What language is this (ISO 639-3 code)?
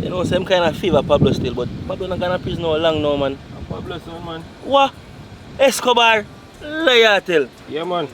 jam